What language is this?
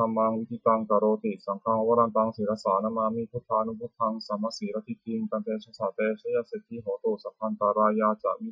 Pali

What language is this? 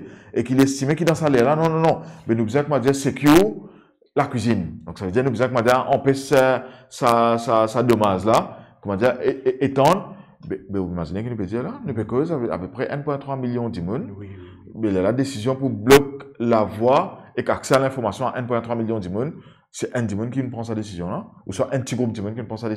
Morisyen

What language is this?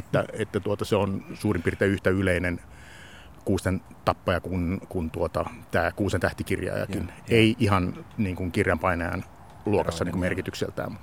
Finnish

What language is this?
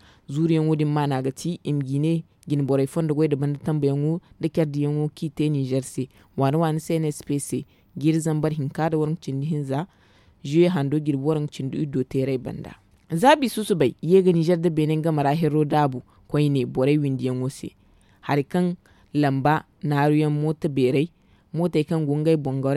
Zarma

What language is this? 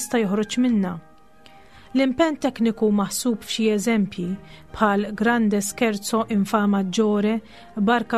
Maltese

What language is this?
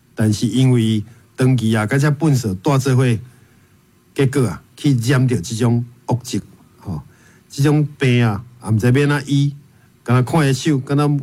Min Nan Chinese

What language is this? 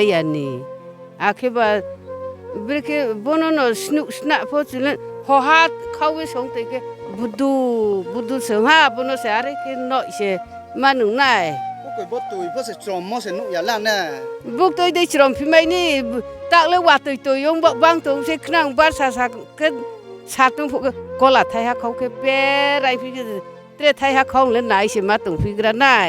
Riang (India)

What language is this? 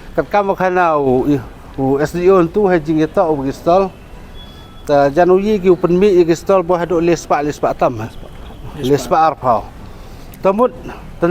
Pnar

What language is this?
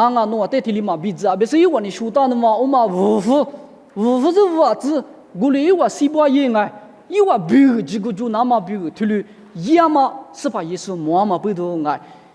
Lisu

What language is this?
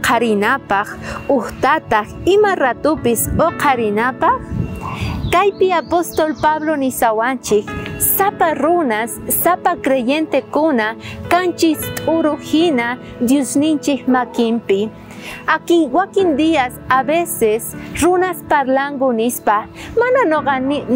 South Bolivian Quechua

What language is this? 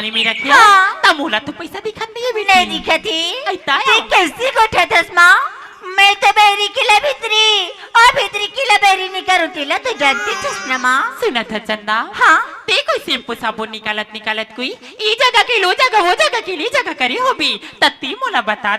Chhattisgarhi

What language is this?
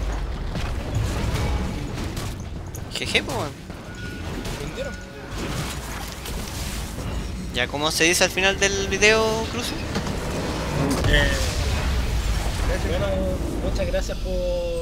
Spanish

